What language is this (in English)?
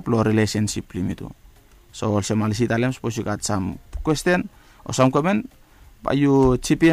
Bislama